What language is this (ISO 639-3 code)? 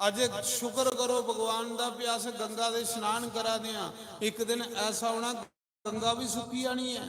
doi